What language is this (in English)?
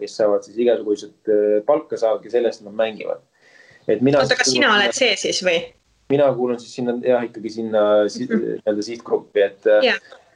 Estonian